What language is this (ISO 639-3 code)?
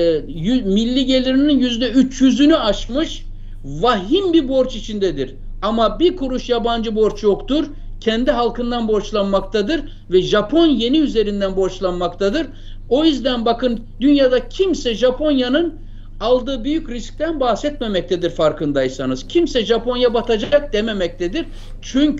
tur